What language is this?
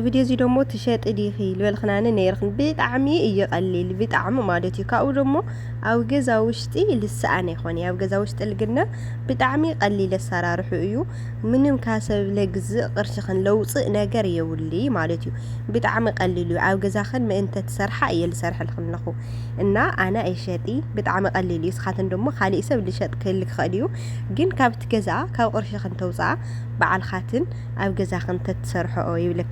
Tigrinya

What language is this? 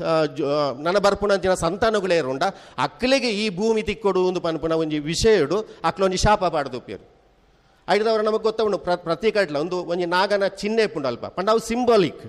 Tulu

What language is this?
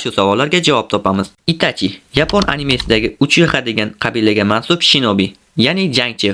Uzbek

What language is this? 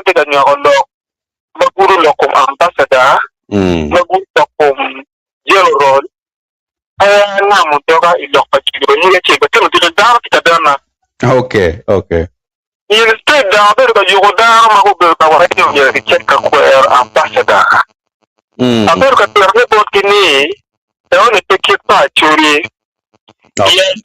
Acoli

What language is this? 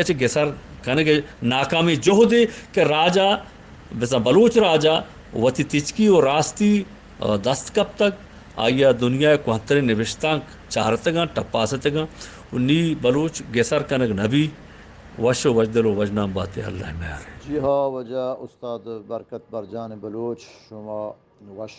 Eastern Balochi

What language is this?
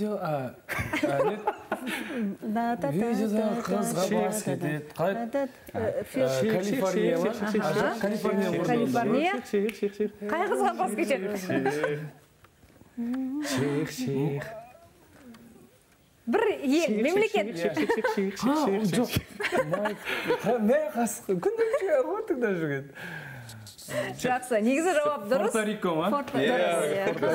Kazakh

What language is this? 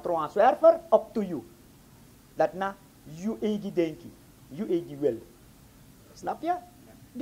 Sranan Tongo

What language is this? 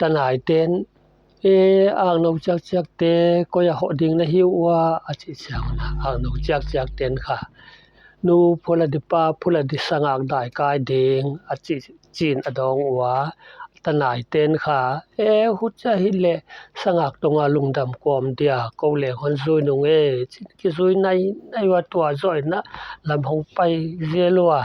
Paite Chin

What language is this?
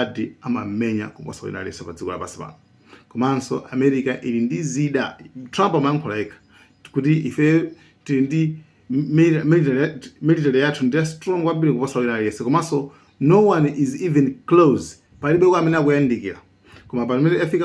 Nyanja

